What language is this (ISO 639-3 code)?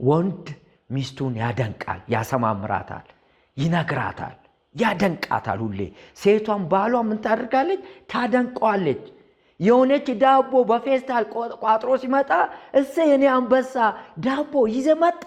amh